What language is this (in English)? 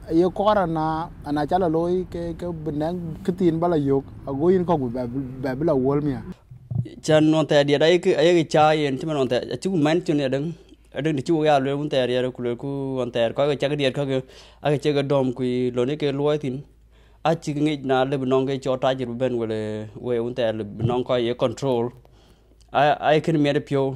Dinka